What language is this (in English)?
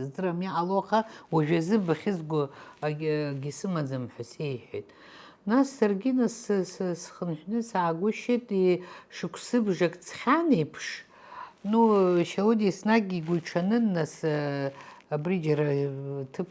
Abkhazian